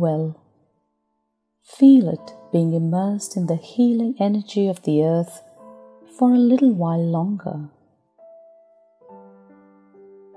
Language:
English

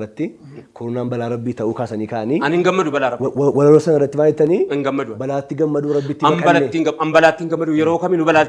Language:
Oromo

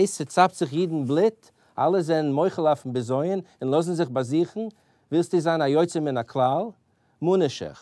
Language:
Yiddish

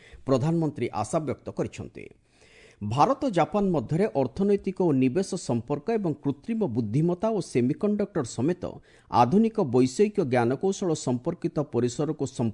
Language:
Odia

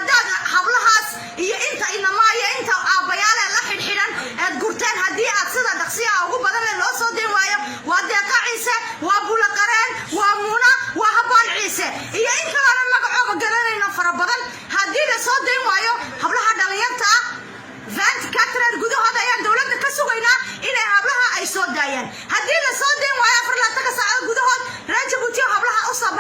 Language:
Somali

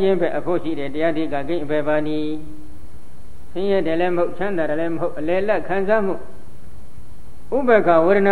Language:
Burmese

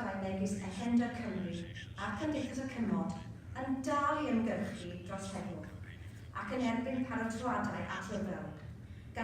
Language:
Welsh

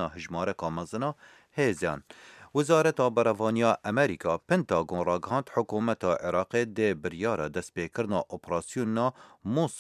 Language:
Kurdish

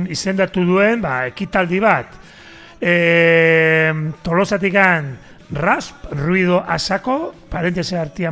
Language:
Basque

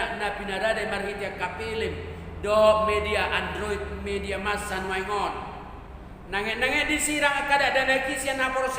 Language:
Batak Toba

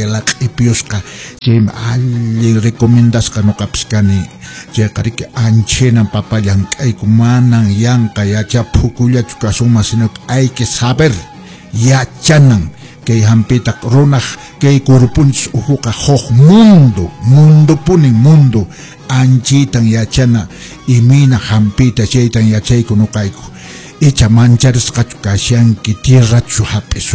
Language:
Quechua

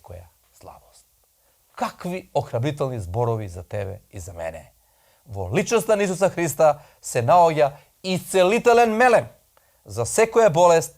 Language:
Macedonian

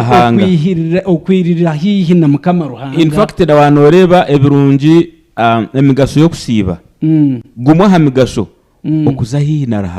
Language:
Nyankole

